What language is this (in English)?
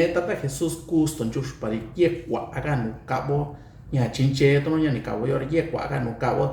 Mixtepec Mixtec